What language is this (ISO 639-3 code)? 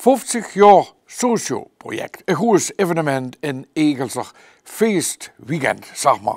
lim